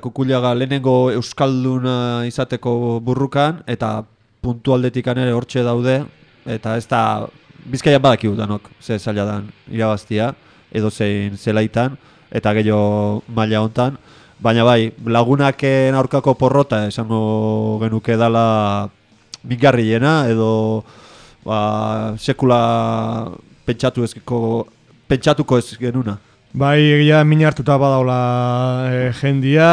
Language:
Basque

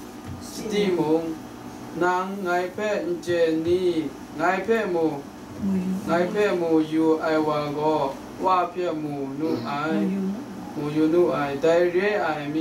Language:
Kachin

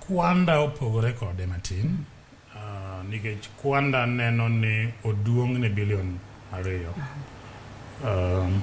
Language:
Luo (Kenya and Tanzania)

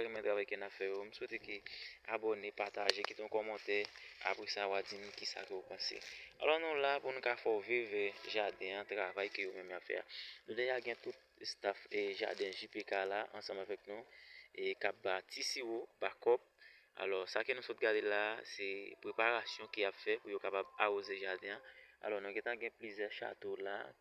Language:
Haitian Creole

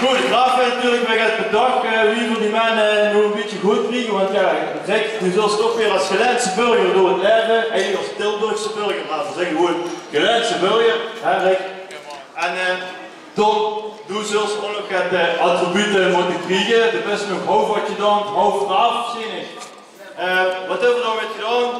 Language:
Limburgish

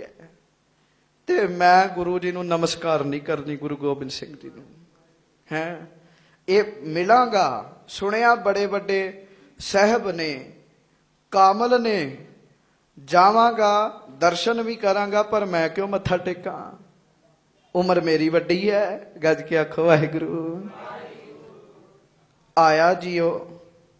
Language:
Punjabi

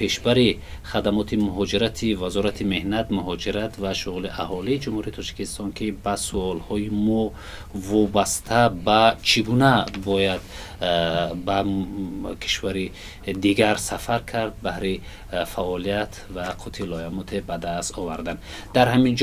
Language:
Tajik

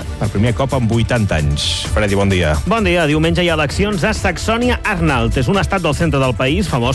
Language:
Catalan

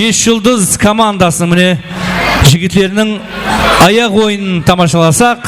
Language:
Kara-Kalpak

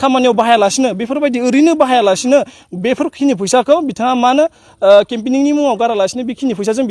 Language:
Bodo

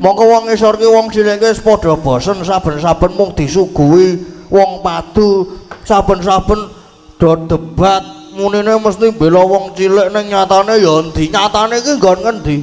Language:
Javanese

